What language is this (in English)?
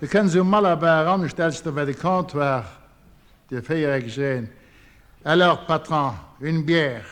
Luxembourgish